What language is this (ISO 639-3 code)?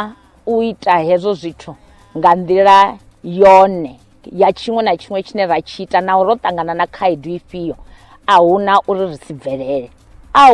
ven